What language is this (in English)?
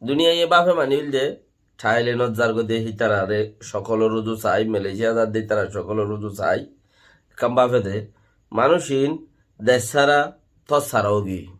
Rohingya